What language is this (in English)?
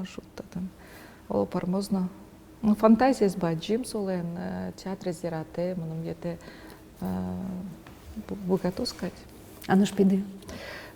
Udmurt